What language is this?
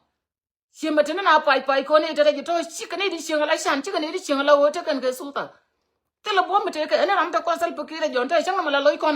Nuer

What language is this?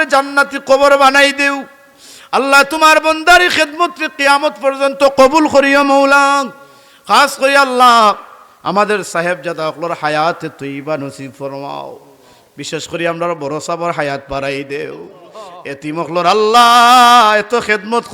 Sylheti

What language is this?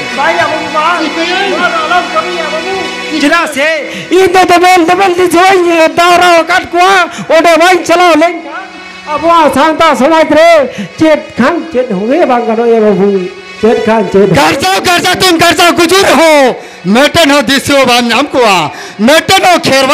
Santali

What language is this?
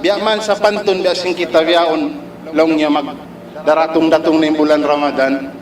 Tausug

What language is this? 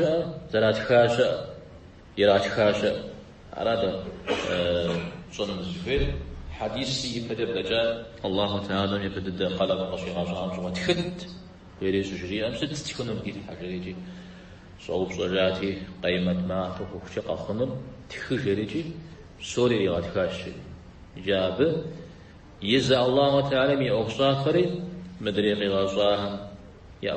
Kabardian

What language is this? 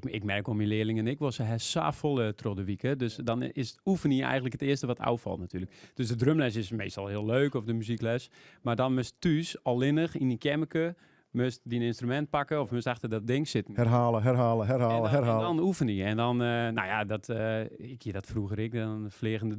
Western Frisian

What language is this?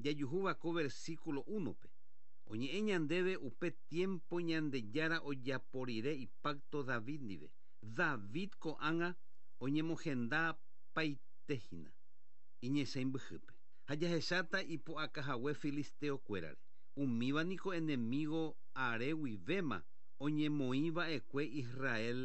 Guarani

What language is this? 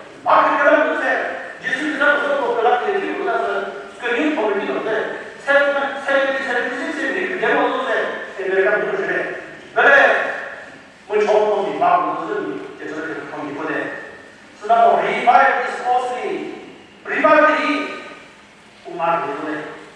Chokri Naga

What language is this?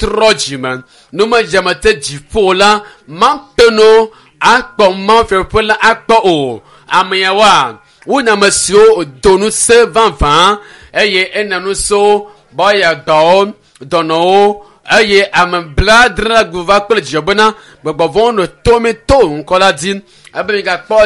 Ewe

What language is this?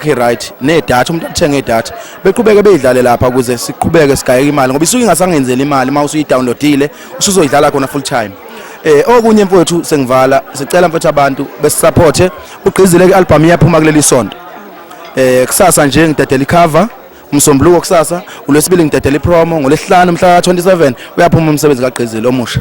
Zulu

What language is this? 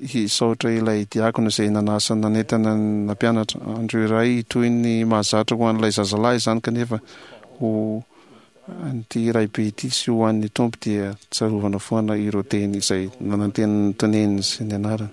Malagasy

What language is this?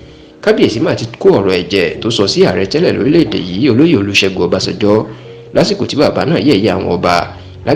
Yoruba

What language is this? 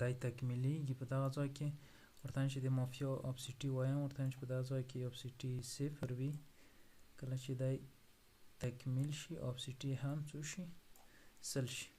Pashto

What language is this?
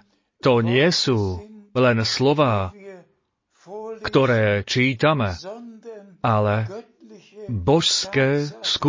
Slovak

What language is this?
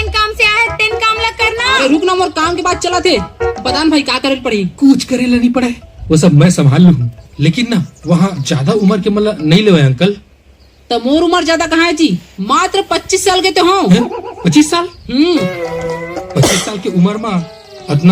Chhattisgarhi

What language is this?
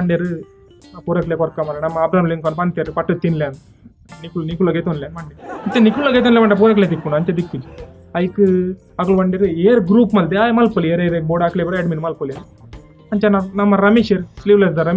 Tulu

